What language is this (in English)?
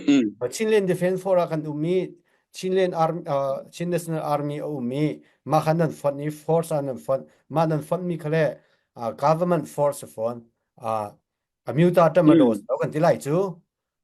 Hakha Chin